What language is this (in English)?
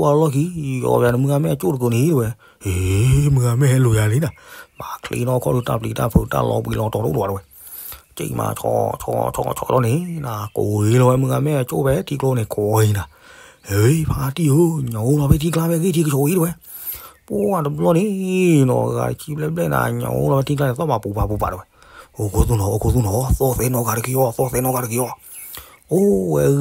S'gaw Karen